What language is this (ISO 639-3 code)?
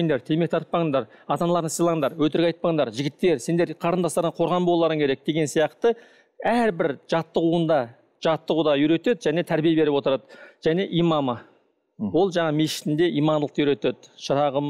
kaz